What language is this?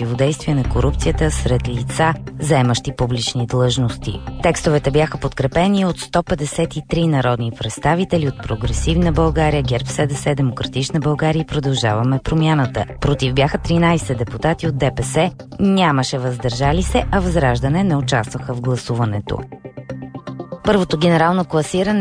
Bulgarian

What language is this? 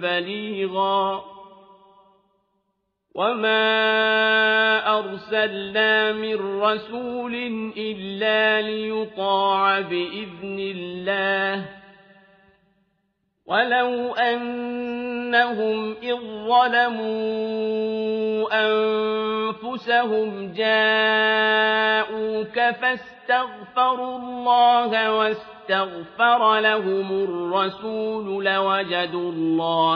Arabic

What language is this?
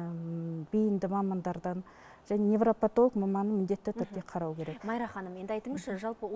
Kazakh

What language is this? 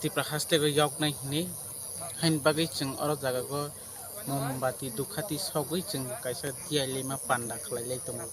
Kok Borok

